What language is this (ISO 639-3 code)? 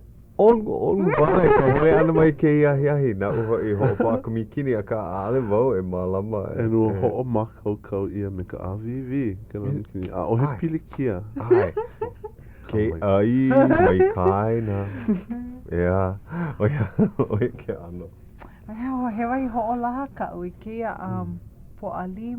haw